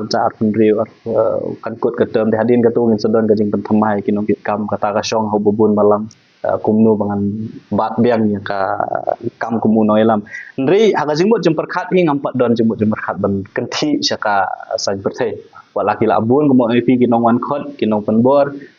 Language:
Khasi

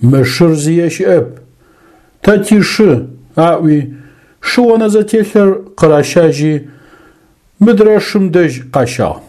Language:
Adyghe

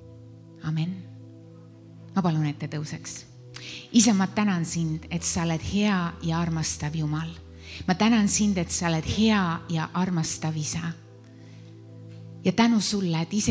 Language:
Estonian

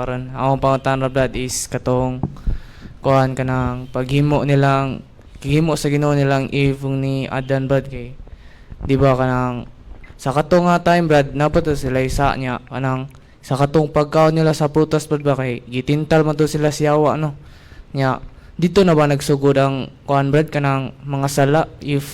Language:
Cebuano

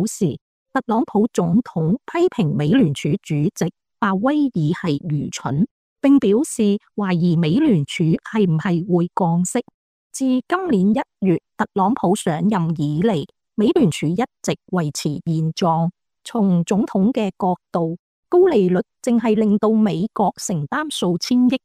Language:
Cantonese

